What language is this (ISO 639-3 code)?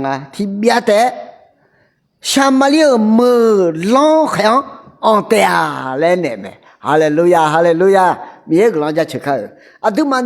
ahk